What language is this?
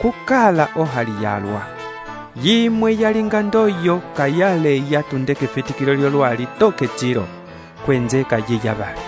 Umbundu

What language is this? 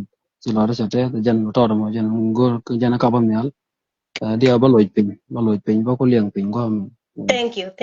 Nuer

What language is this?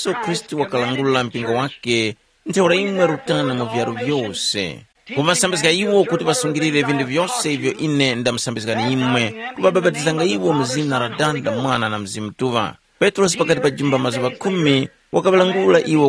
Tumbuka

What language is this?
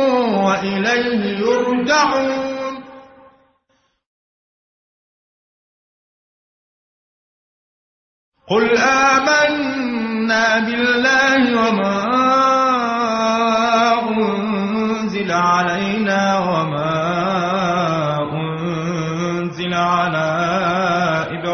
Arabic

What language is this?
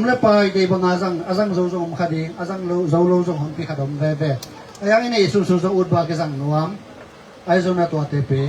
Tedim Chin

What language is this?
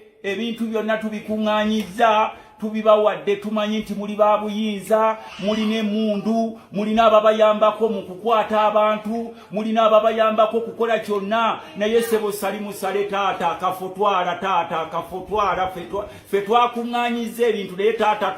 Ganda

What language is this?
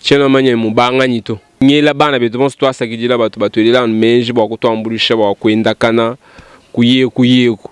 Luba-Lulua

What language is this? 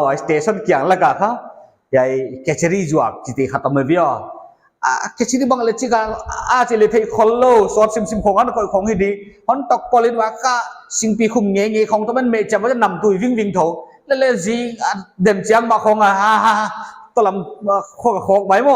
Paite Chin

